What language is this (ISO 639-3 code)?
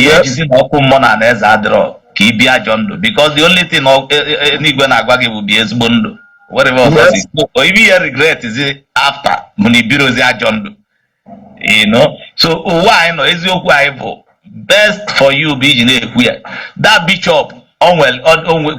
ibo